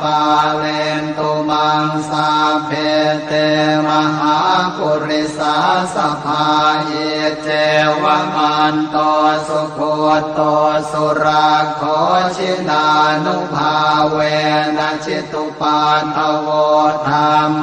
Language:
Pali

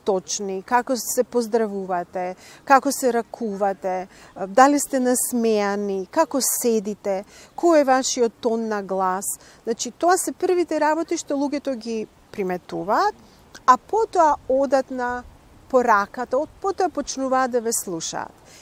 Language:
Macedonian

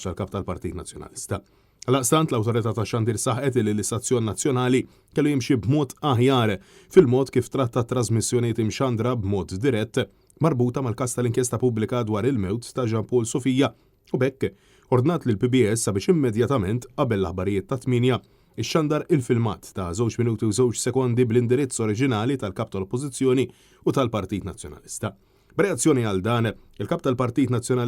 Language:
Maltese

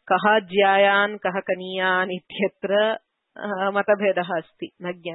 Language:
Sanskrit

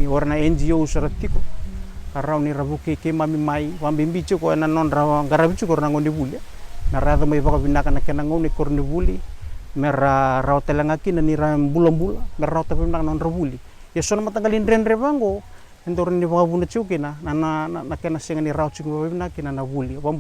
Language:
Fijian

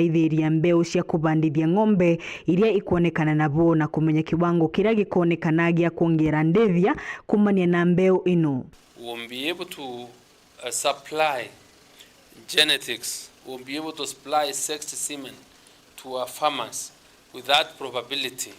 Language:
Meru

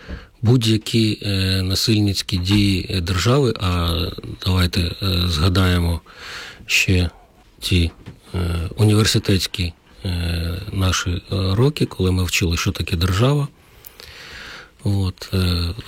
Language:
Ukrainian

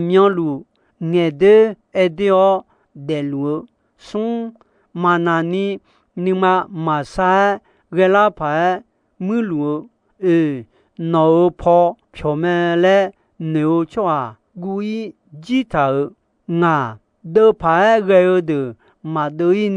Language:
Akha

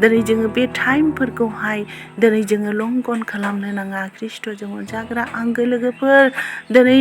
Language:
Bodo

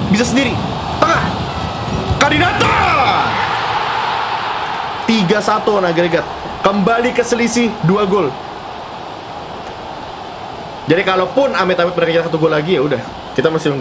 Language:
Indonesian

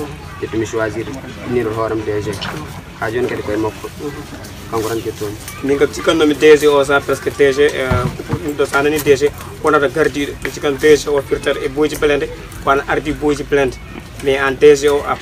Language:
Pular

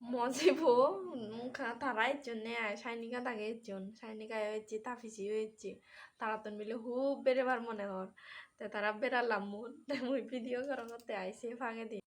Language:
Chakma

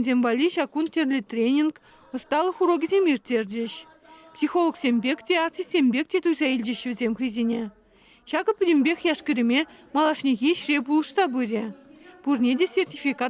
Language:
Chuvash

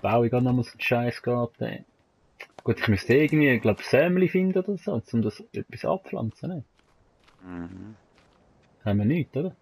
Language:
Swiss German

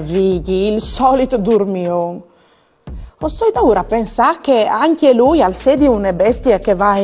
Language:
Friulian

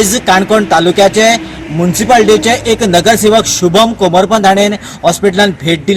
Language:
Konkani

